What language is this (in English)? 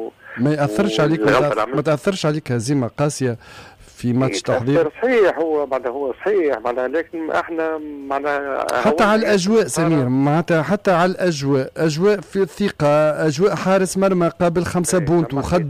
Tunisian Arabic